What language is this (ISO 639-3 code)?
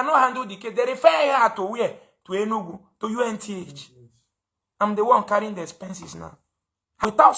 ibo